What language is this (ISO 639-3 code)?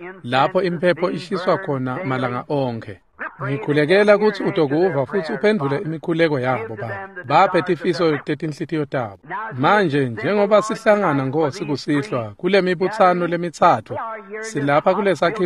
ssw